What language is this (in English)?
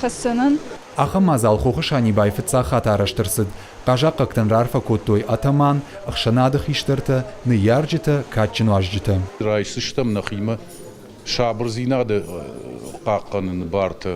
Ossetic